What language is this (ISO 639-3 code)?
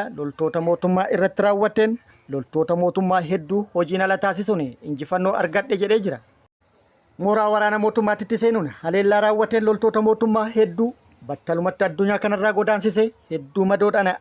orm